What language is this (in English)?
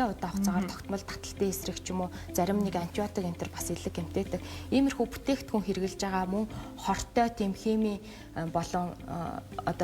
Mongolian